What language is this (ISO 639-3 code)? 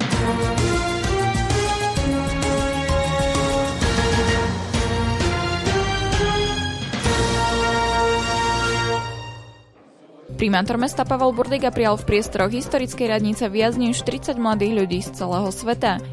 slk